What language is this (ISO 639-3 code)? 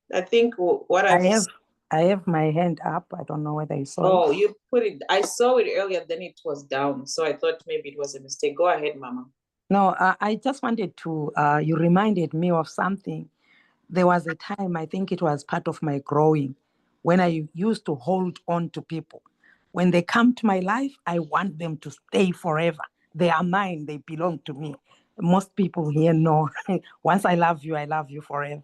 eng